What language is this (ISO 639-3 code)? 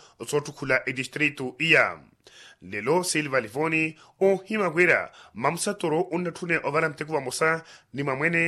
vmw